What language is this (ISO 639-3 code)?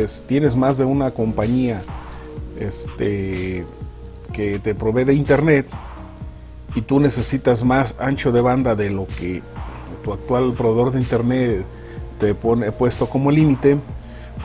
spa